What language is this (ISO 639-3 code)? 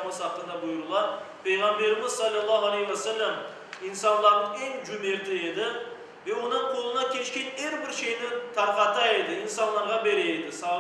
crh